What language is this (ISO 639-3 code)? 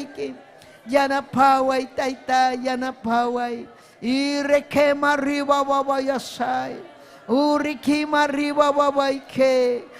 quy